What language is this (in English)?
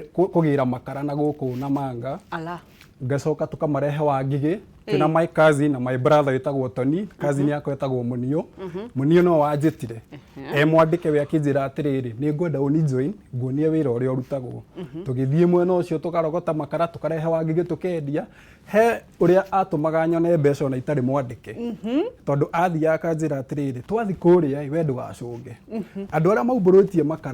Kikuyu